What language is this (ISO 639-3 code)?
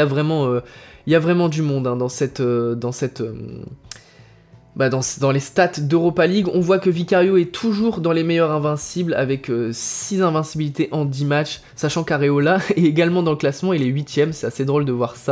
fra